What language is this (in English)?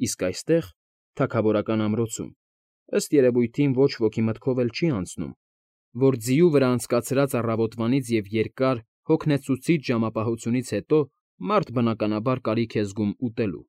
Armenian